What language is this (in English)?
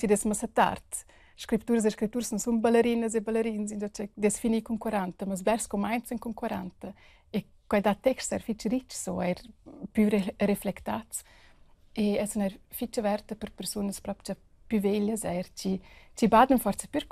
Romansh